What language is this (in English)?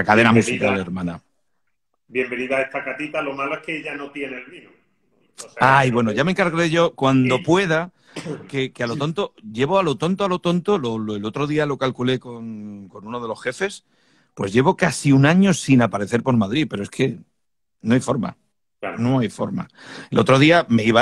Spanish